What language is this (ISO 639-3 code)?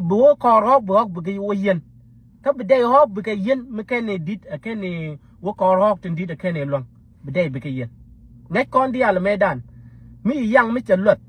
nus